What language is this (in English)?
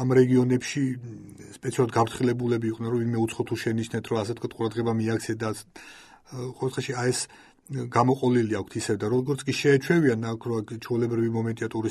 Georgian